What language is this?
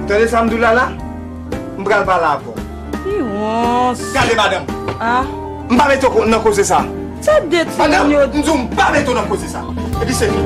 Haitian Creole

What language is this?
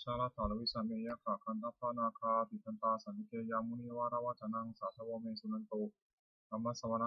Pali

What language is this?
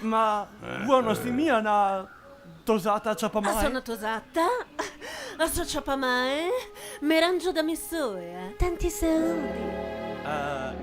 Venetian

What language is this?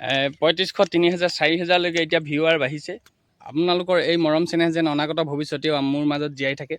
Assamese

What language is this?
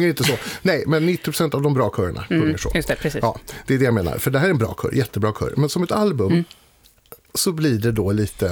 Swedish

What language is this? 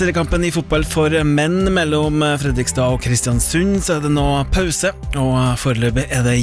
Norwegian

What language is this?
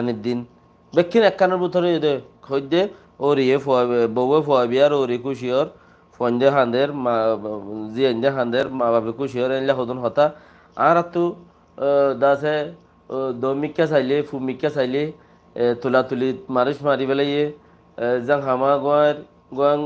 Rohingya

